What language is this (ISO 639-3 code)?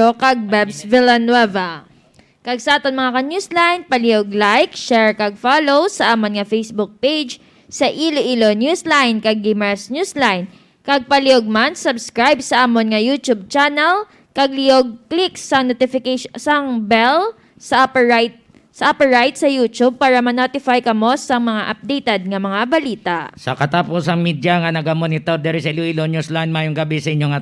hil